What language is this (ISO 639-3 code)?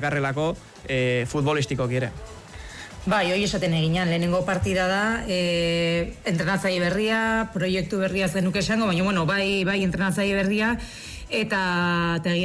eus